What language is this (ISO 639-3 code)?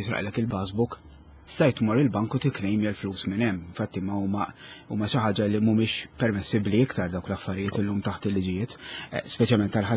mlt